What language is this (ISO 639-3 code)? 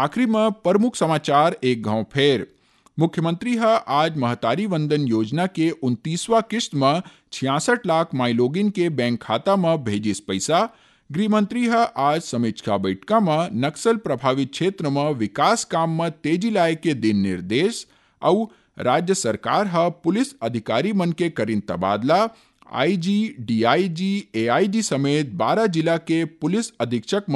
hne